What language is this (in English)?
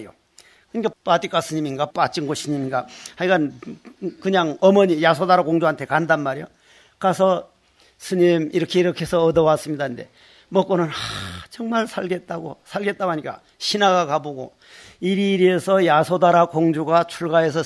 Korean